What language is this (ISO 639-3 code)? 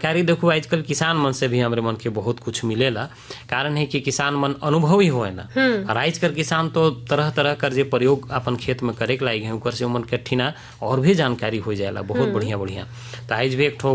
sck